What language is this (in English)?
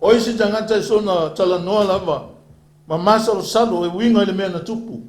Samoan